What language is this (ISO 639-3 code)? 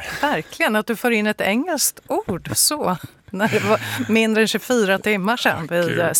swe